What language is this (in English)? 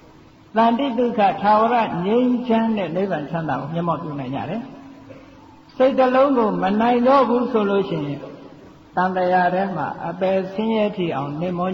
Burmese